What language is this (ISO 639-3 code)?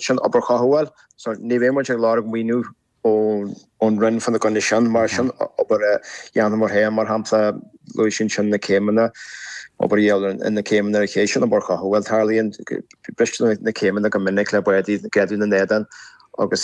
gle